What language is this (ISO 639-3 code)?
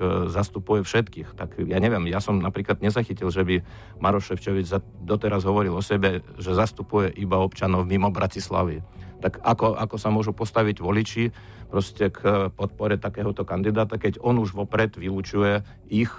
slk